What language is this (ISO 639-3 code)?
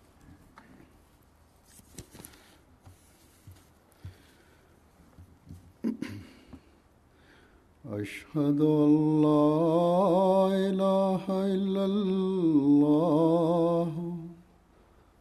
bos